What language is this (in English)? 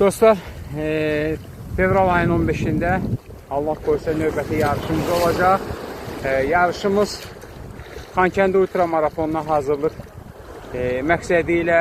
Azerbaijani